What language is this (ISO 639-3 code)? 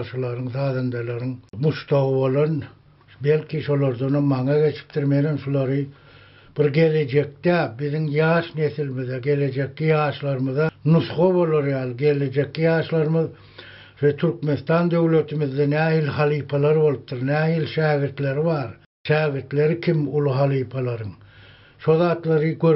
tuk